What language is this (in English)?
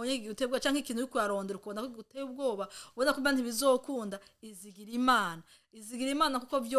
Rundi